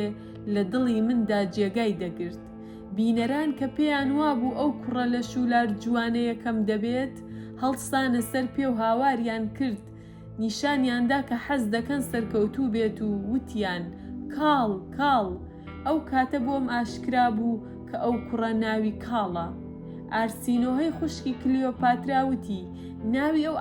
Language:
Central Kurdish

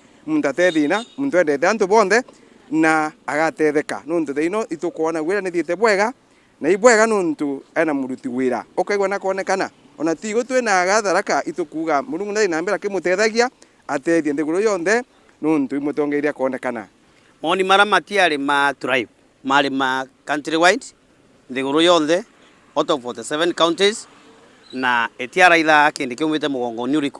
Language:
Meru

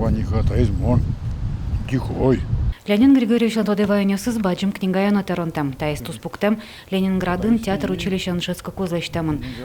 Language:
Udmurt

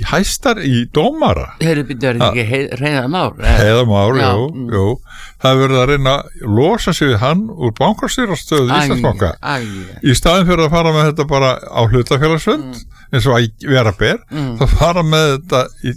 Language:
Icelandic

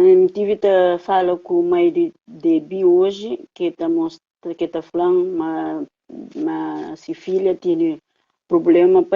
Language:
Kabuverdianu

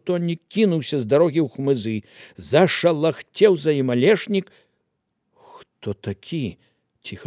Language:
Belarusian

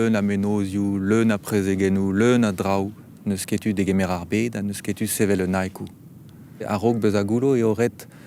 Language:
Breton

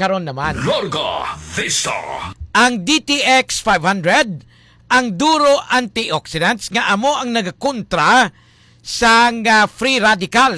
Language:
Hiligaynon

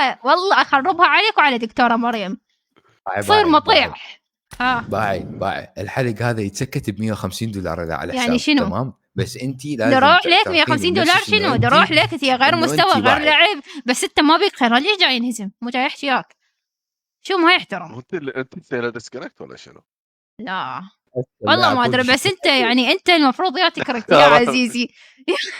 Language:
Mesopotamian Arabic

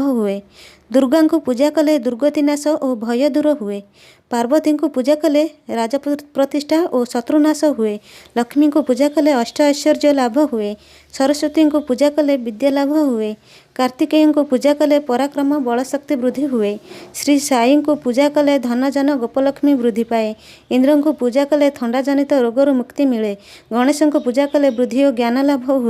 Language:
Odia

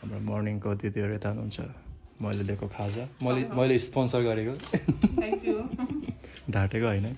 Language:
Nepali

